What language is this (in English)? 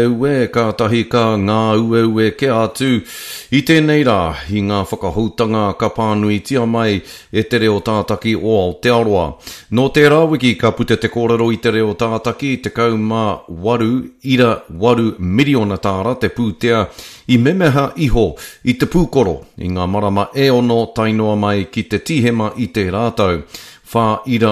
Māori